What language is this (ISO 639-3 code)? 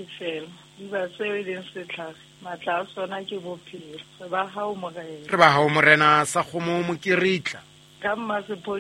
sot